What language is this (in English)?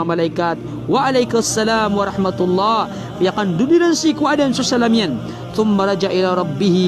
Maranao